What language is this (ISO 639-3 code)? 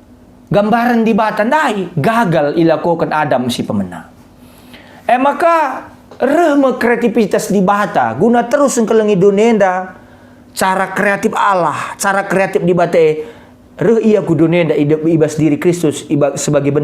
btx